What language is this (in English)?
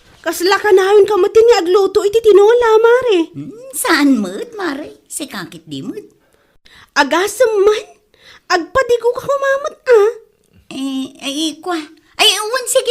Iloko